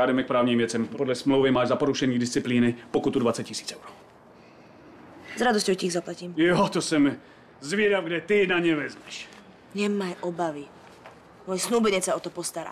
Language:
Slovak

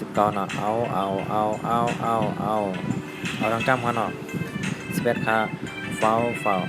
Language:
Shan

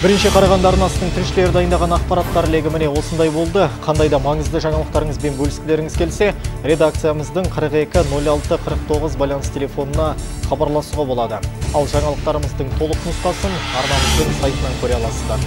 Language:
Kazakh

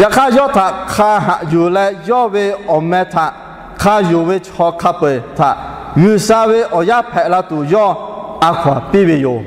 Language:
Lahu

